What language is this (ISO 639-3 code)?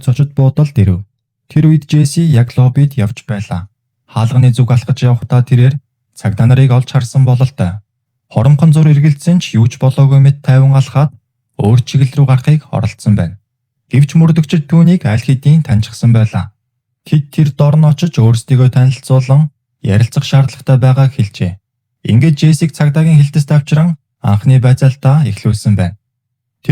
mon